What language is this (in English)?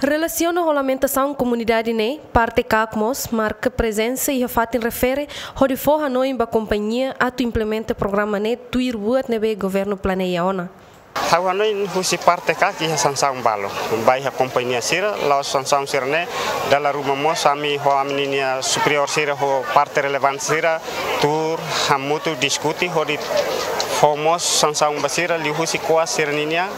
Tetum